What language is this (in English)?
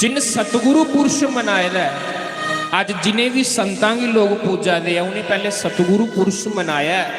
Dogri